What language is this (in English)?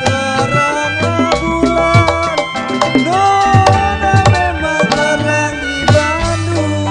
Betawi